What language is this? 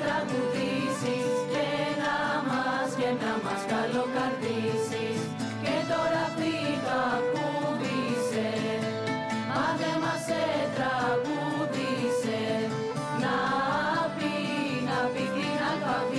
Greek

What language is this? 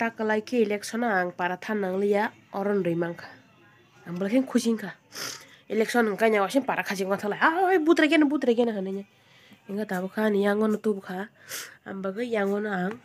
Kok Borok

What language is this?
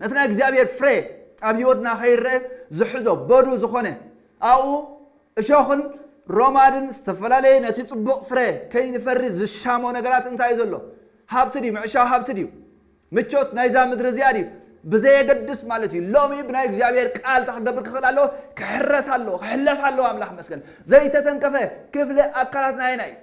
Tigrinya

